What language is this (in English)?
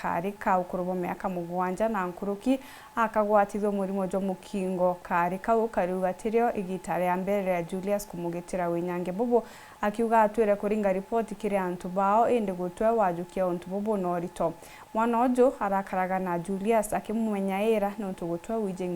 Meru